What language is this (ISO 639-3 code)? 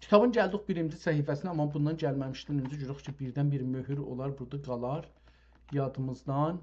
azb